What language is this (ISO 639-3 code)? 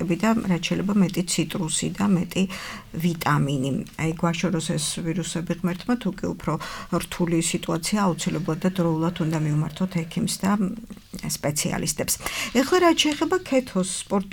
kat